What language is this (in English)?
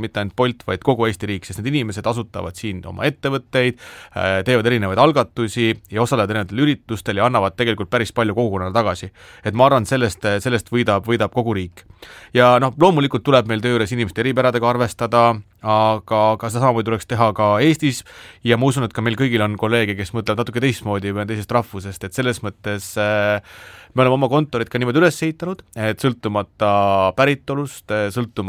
Estonian